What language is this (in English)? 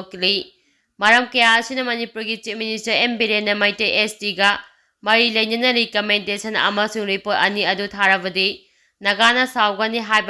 Manipuri